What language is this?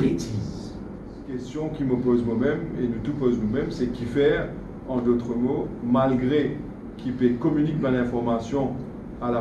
Morisyen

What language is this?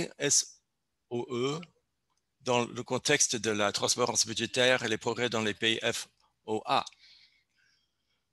French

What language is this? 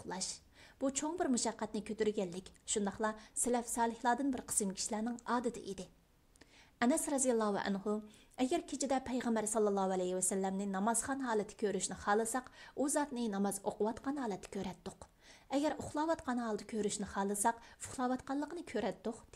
Uyghur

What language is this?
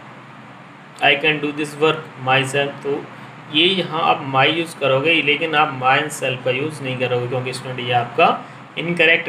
Hindi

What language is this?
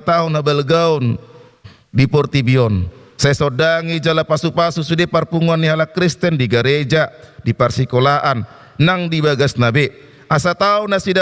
Batak Toba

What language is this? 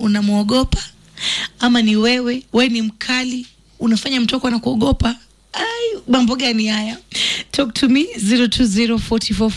Swahili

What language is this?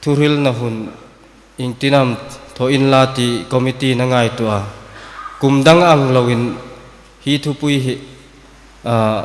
Hmar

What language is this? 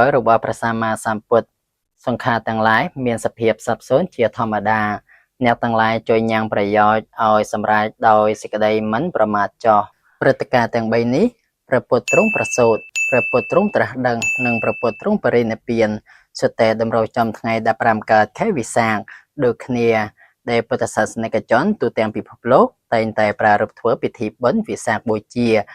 Khmer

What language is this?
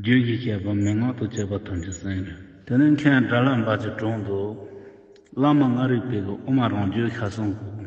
Tibetan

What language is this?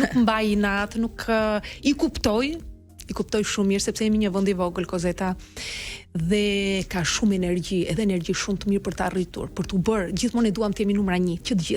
Albanian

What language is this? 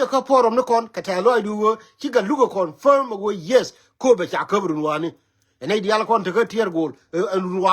Nuer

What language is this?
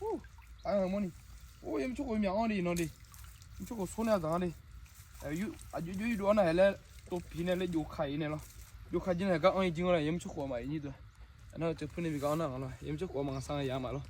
Akha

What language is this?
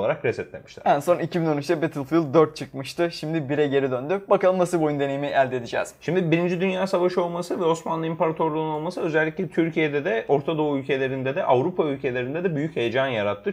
Turkish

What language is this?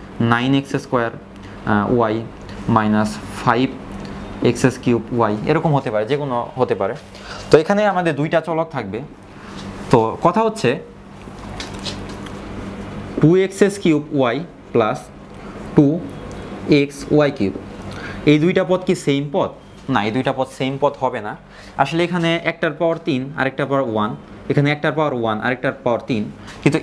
Bangla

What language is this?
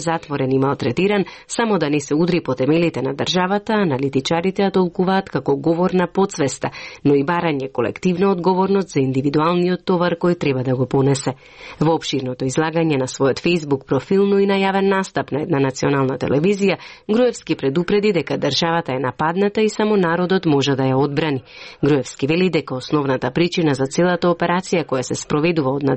Macedonian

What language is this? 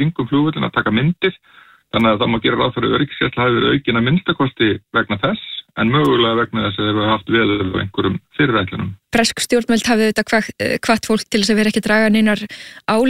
Icelandic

